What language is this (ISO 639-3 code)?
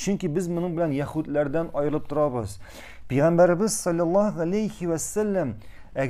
tat